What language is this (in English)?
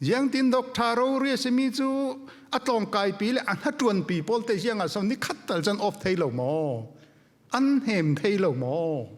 Falam Chin